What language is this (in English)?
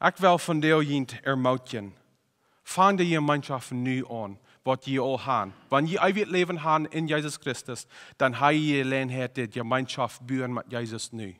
Plautdietsch